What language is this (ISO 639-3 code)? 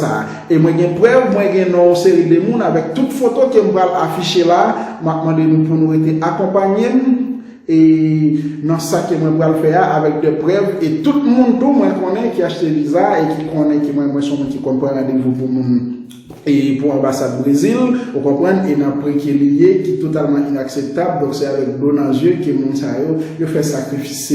hat